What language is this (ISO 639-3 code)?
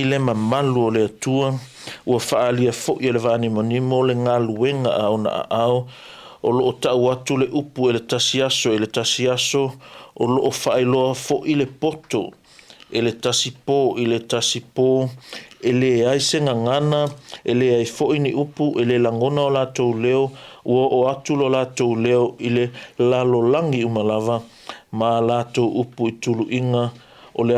smo